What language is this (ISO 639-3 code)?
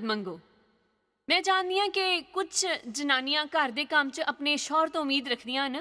doi